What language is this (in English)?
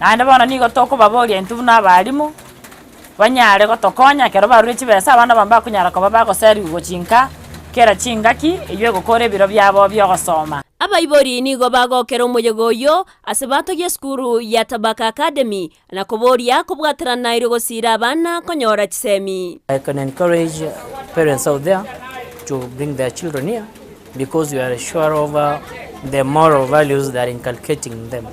Gusii